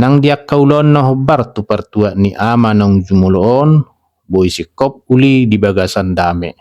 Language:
Batak Toba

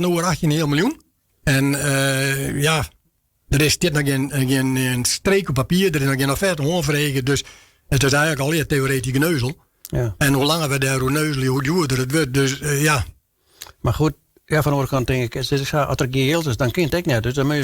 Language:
Western Frisian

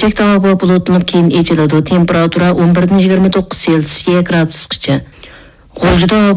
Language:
Uyghur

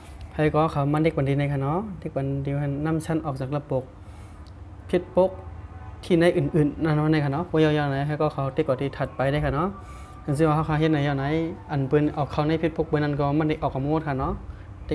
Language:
Shan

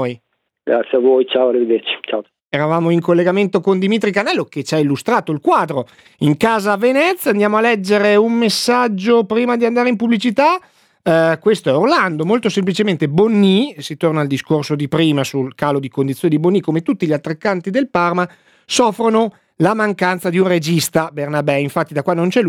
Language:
Italian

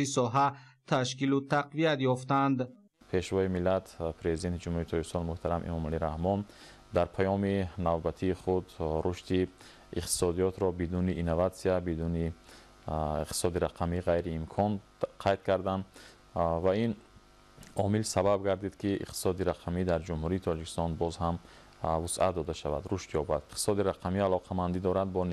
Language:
Tajik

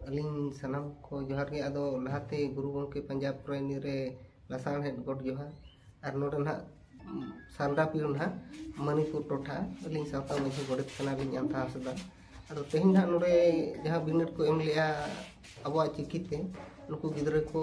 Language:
Santali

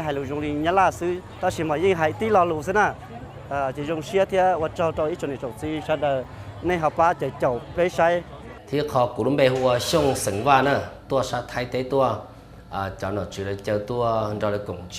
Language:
Hmong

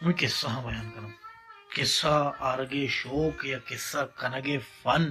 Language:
Baluchi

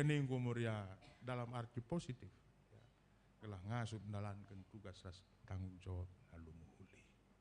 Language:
Batak Karo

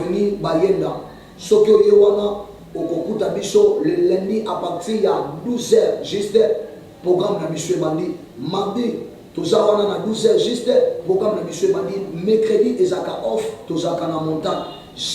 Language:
Lingala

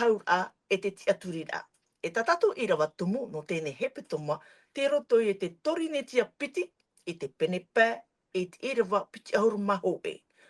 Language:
Tahitian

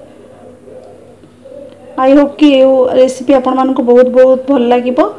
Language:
Odia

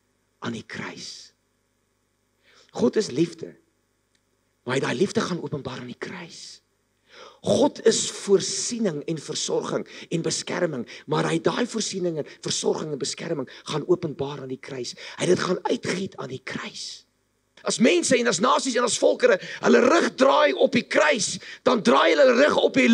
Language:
Afrikaans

